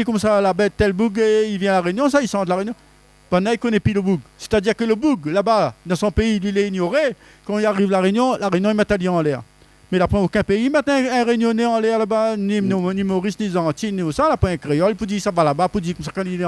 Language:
Réunion Creole French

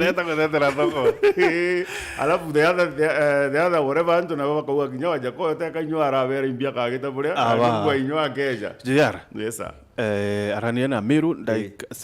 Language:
Meru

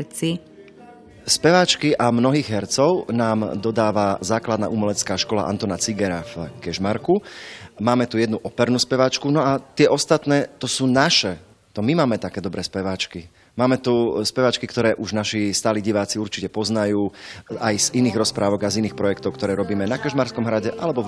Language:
Slovak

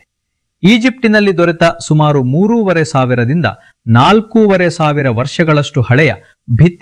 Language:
Kannada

